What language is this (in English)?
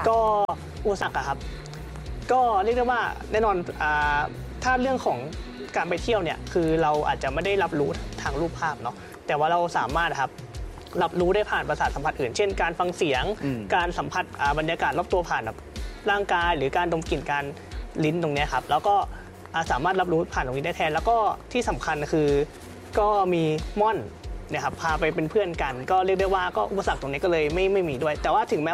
Thai